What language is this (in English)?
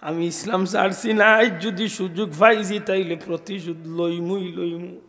Sylheti